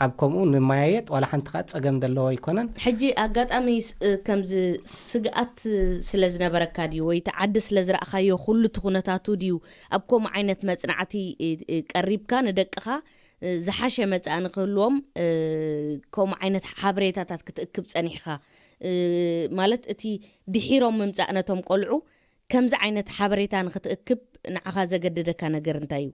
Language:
Tigrinya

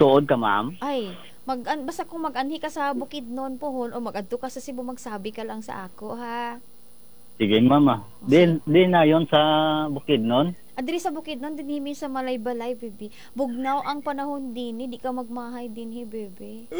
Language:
Cebuano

